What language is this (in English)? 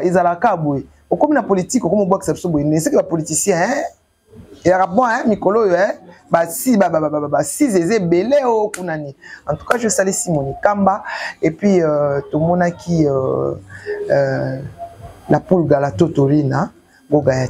Lingala